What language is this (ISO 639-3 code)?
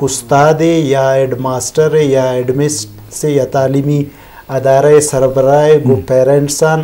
bgp